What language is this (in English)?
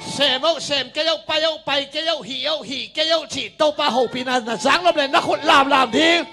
Tedim Chin